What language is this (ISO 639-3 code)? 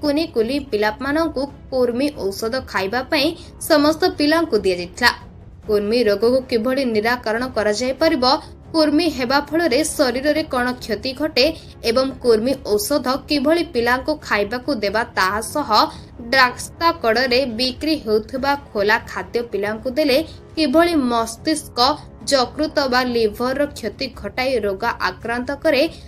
ori